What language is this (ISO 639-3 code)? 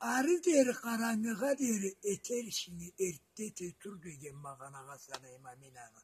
krc